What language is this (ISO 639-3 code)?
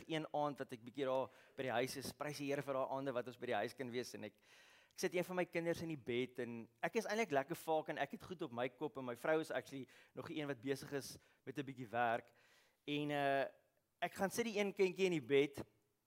afr